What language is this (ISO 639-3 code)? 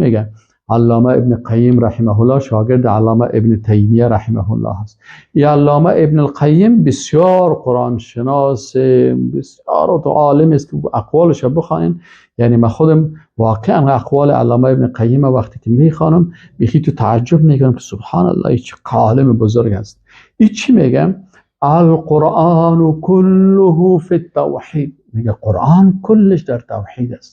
fas